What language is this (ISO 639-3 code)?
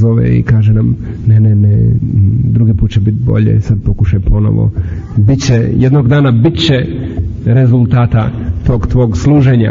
hrv